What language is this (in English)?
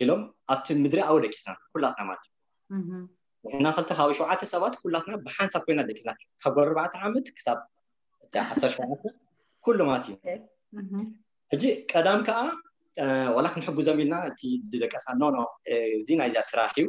Tigrinya